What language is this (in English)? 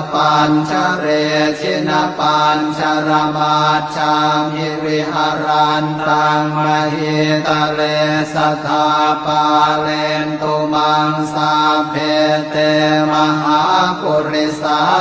Pali